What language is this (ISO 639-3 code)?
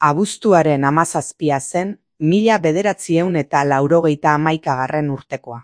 eus